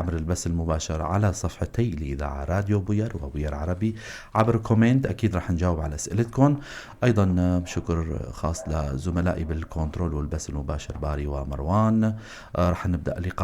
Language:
North Levantine Arabic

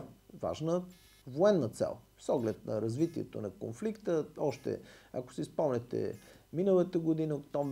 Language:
Bulgarian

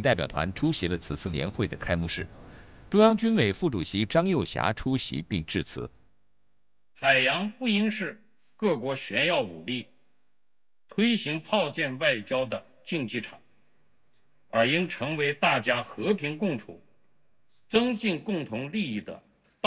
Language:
Chinese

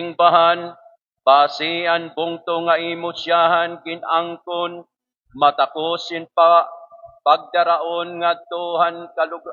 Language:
Waray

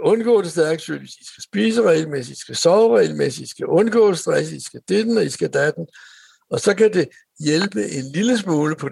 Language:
Danish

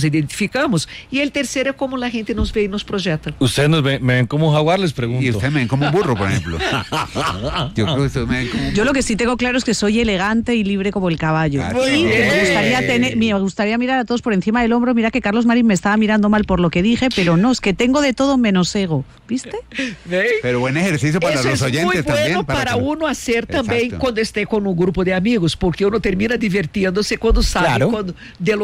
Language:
Spanish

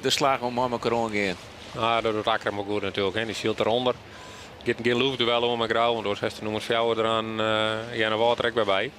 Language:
Western Frisian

